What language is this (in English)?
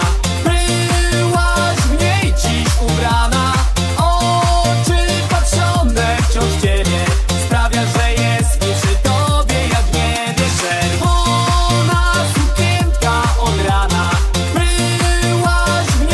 Polish